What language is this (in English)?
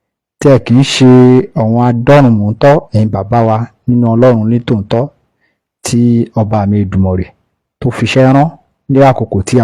Yoruba